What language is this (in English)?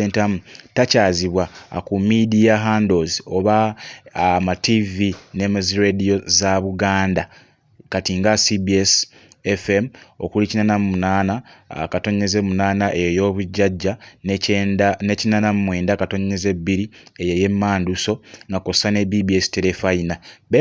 Ganda